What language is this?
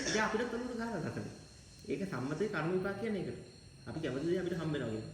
Sinhala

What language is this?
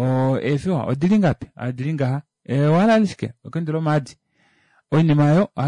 Kuanyama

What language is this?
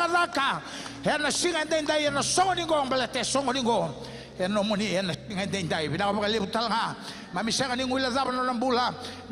Fijian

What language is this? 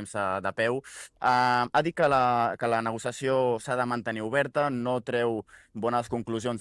Catalan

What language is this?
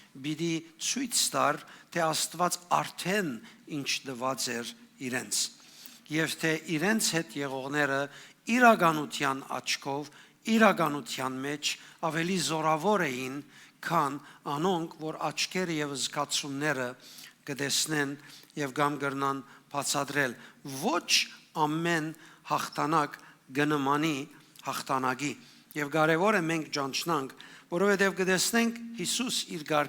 Western Armenian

